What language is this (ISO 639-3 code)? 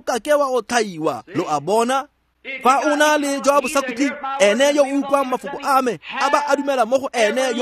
tsn